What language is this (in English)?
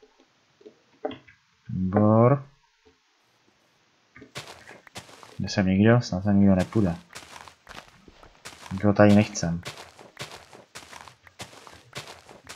Czech